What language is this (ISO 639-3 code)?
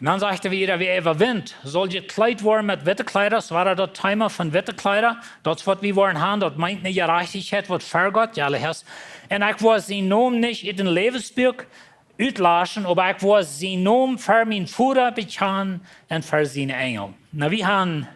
pdt